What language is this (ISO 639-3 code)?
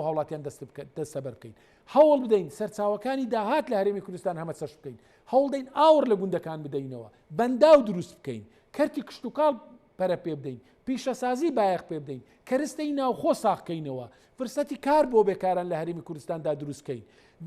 ckb